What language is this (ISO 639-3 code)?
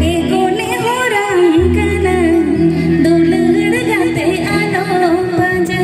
sat